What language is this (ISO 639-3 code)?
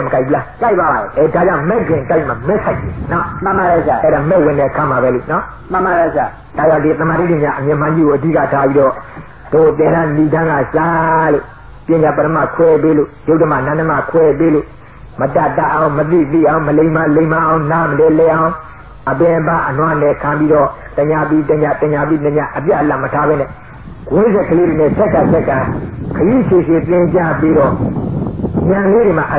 mya